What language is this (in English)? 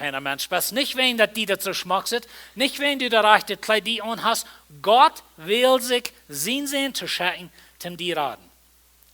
Plautdietsch